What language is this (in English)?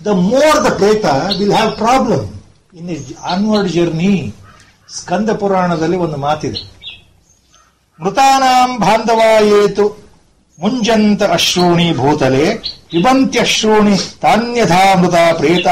Kannada